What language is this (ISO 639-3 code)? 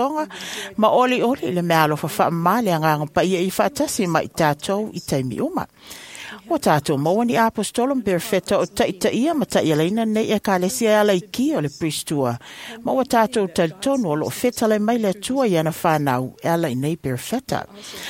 smo